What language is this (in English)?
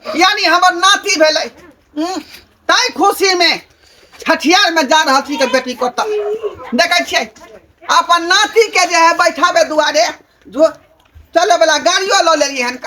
Maithili